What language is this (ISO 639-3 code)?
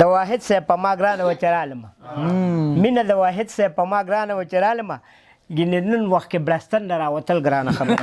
pus